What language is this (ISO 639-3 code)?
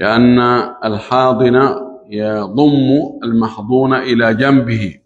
ful